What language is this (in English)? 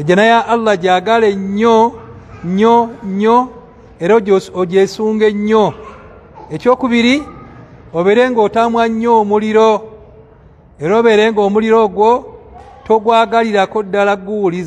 Ganda